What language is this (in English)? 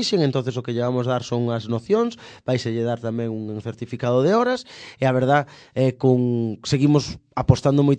Galician